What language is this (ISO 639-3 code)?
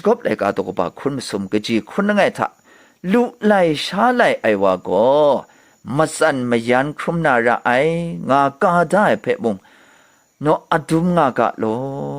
kac